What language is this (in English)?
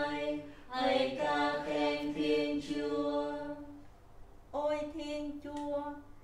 Vietnamese